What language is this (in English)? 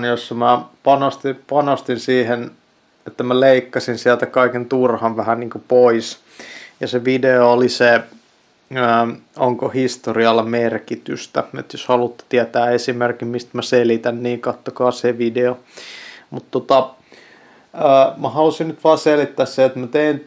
Finnish